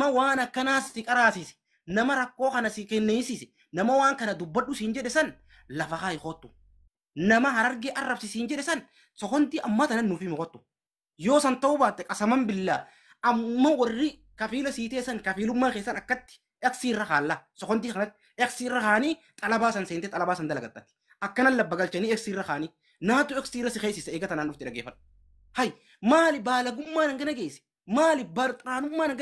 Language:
Oromo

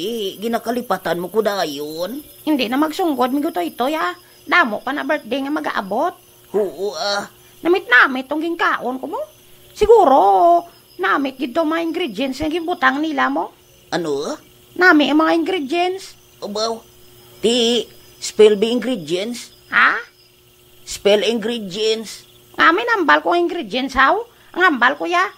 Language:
Hiligaynon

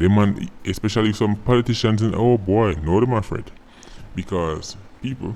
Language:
Jamaican Creole English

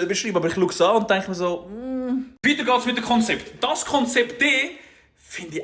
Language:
Swiss German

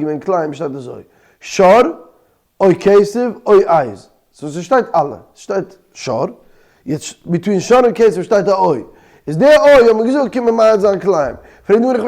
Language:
Yiddish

